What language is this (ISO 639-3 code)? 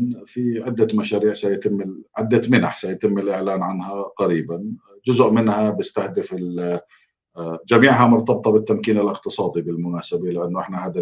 apc